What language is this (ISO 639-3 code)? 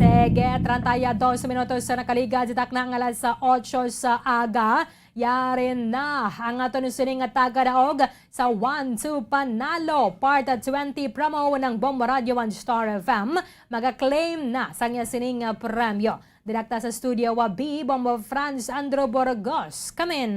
hil